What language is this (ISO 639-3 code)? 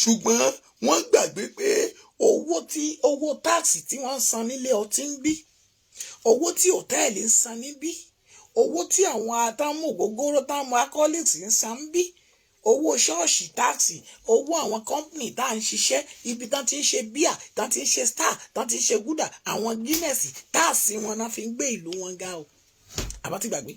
yor